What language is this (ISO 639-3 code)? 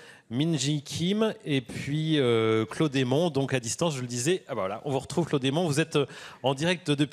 fra